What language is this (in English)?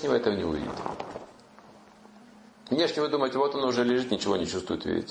Russian